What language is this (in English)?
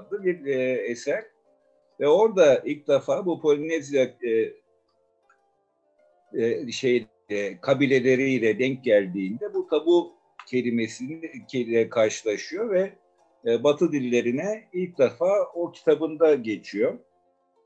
Turkish